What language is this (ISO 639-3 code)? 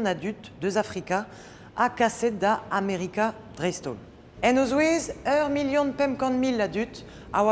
bre